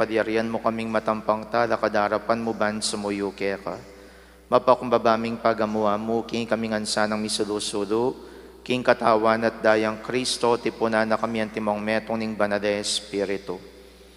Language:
Pampanga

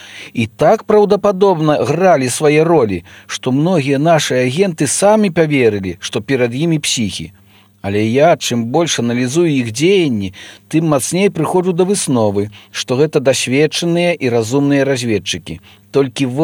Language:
Belarusian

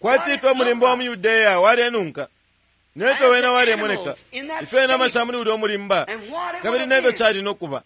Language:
Bemba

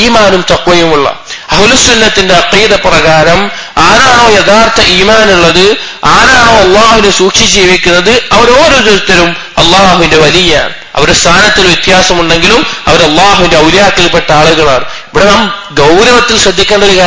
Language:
Malayalam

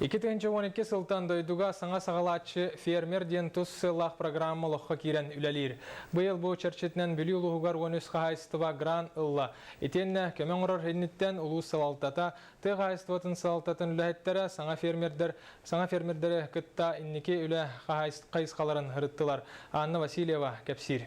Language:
Yakut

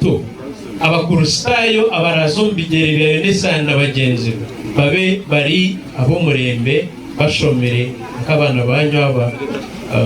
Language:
Nyankole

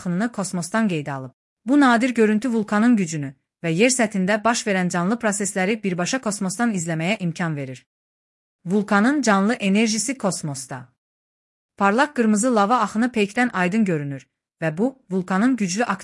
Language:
Azerbaijani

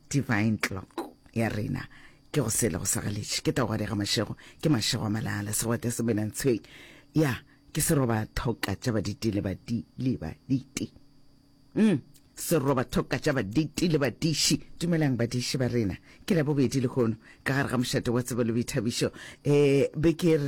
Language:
Northern Sotho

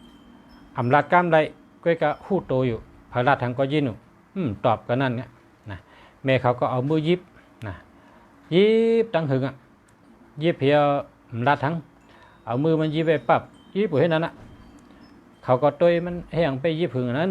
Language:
Shan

